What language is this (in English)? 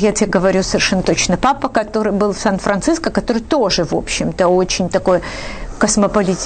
Russian